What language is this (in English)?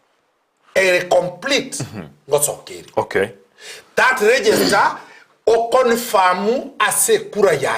Gusii